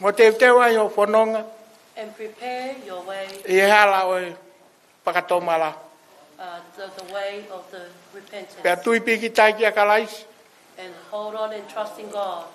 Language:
Tongan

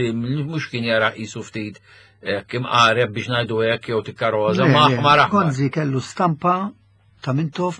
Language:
Maltese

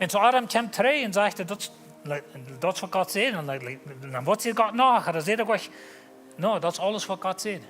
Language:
Plautdietsch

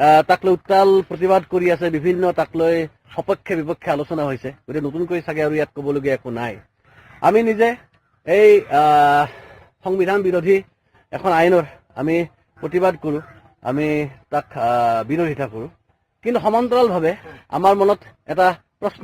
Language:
Assamese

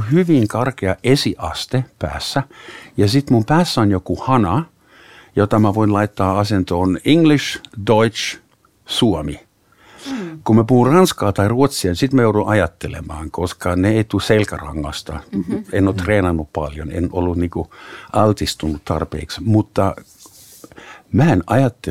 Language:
Finnish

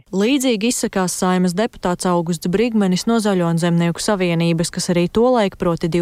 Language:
Latvian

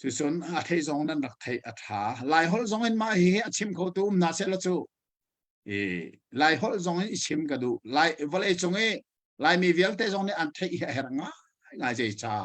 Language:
Hakha Chin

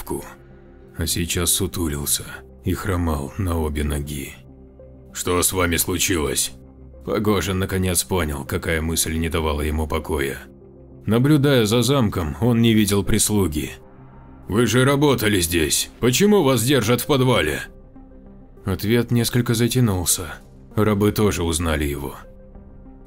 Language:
Russian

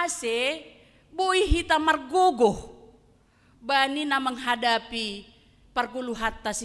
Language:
Batak Simalungun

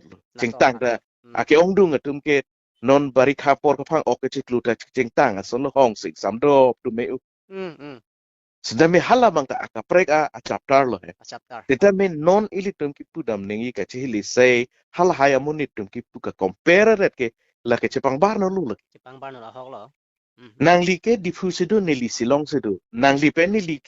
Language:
Karbi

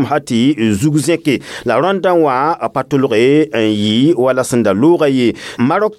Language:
Mossi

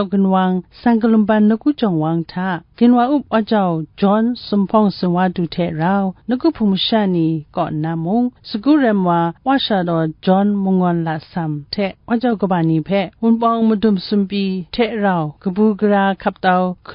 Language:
Kachin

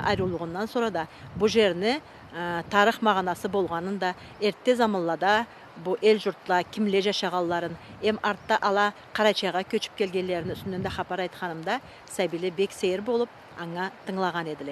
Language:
Karachay-Balkar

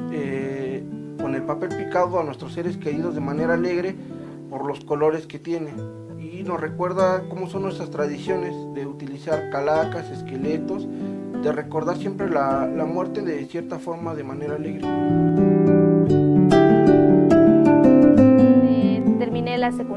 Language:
Spanish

